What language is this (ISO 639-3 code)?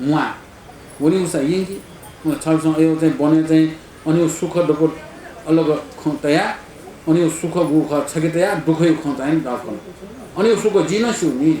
new